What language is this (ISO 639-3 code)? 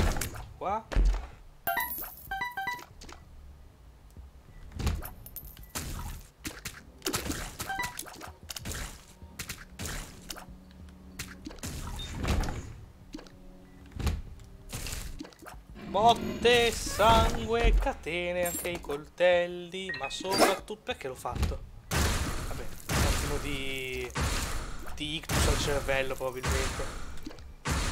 ita